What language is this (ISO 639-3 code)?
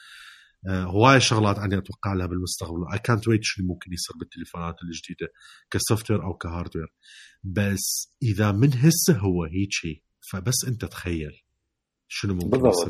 acm